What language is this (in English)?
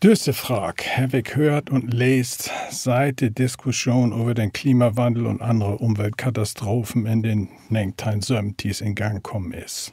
Low German